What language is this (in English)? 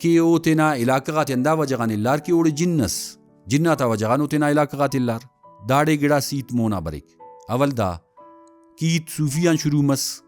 Brahui